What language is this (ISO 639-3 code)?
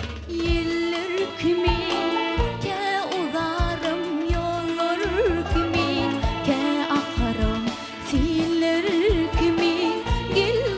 tuk